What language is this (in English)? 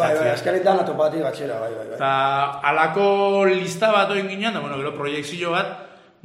Basque